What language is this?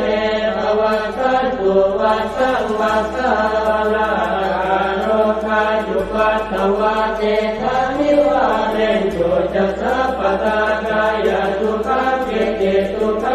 Pali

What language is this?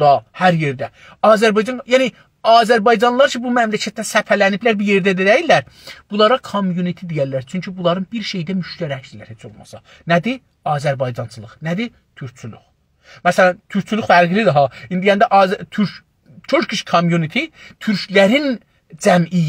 South Azerbaijani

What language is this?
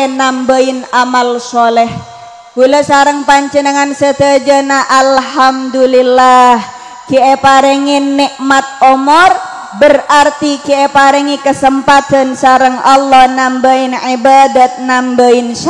Madurese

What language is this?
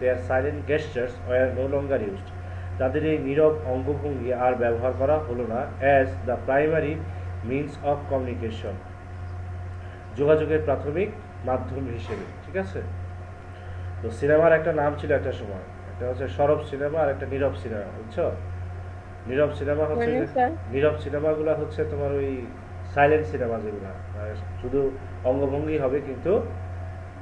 Bangla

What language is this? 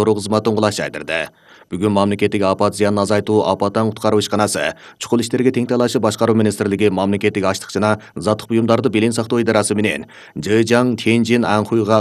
Kyrgyz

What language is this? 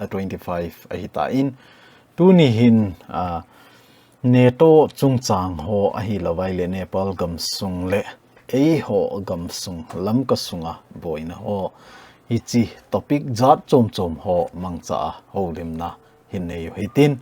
Thado Chin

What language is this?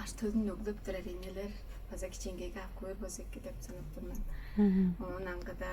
Tuvinian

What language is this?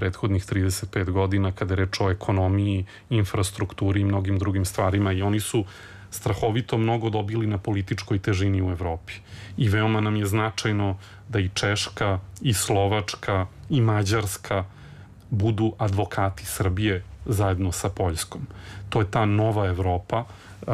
Serbian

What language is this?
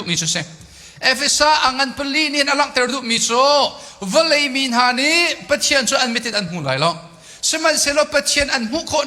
Hakha Chin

